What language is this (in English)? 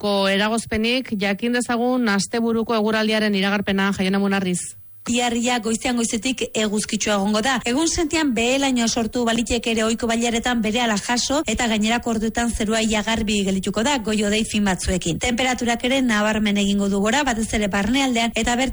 Basque